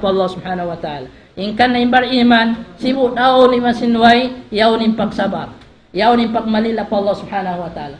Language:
Tausug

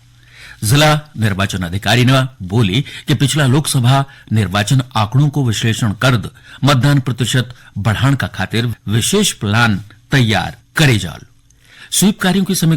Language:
Garhwali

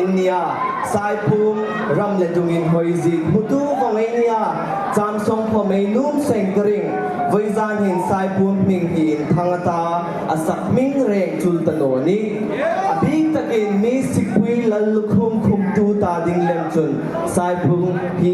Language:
Hmar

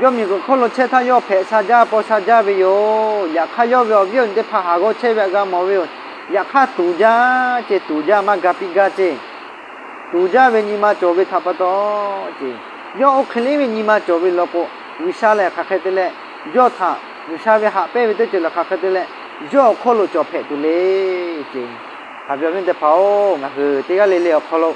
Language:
Lahu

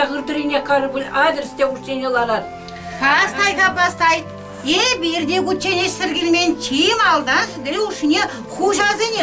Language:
Chuvash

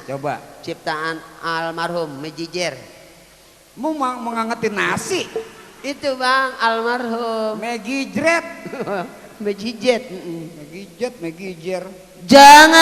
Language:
Betawi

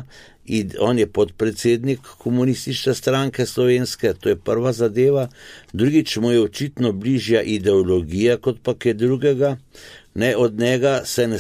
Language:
Slovenian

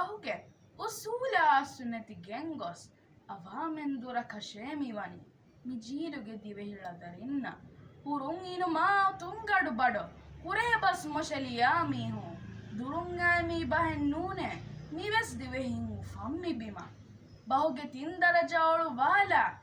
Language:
Divehi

